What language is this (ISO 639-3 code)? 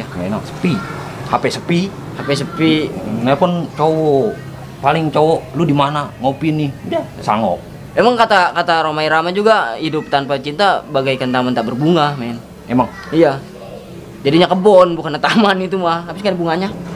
bew